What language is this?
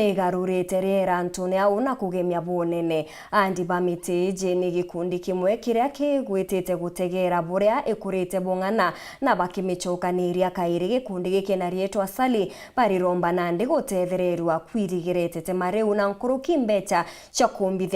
Meru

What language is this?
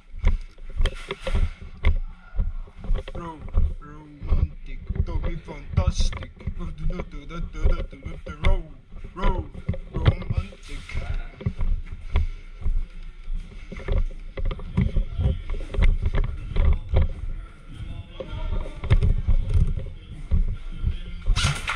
Estonian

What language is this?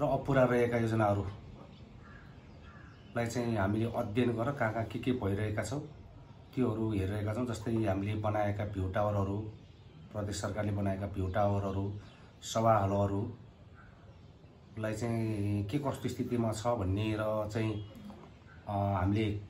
Nepali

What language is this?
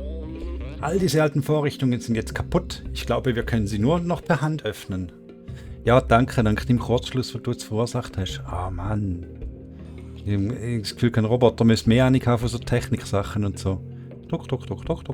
Swiss German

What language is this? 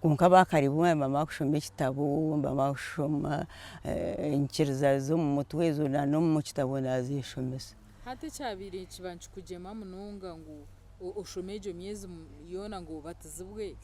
Nyankole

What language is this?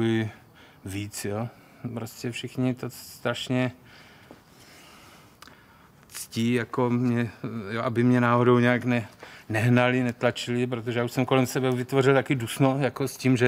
Czech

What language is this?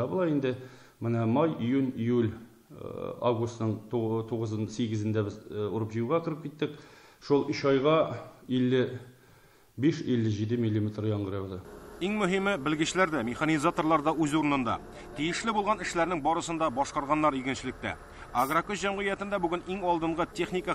Tatar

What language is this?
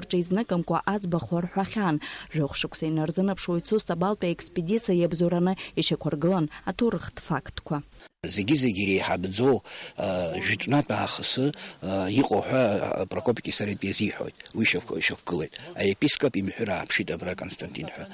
Abkhazian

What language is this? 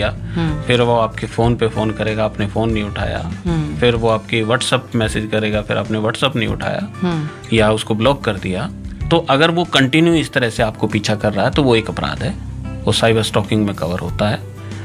Hindi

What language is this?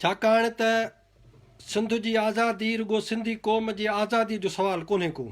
Sindhi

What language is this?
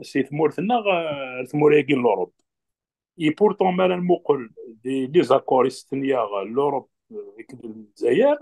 Kabyle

